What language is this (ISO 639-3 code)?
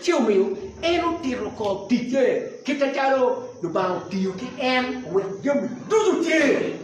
ach